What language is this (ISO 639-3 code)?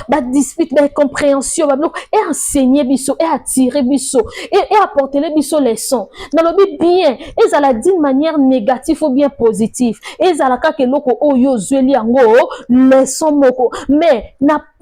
lin